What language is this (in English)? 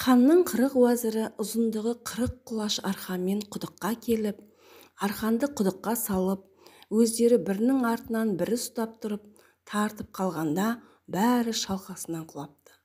Kazakh